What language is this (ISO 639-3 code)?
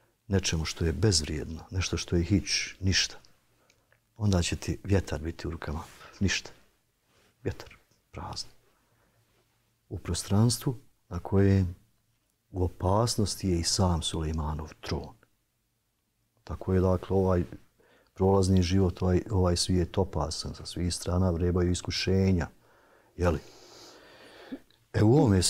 bos